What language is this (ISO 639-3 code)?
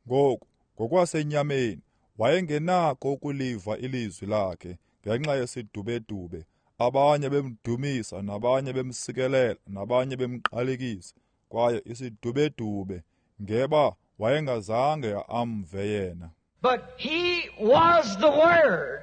xho